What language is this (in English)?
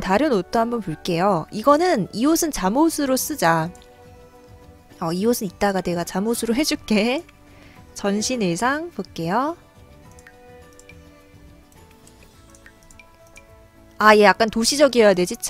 Korean